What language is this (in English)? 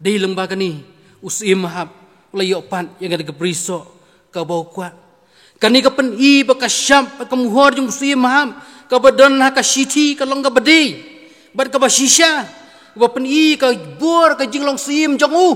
Khasi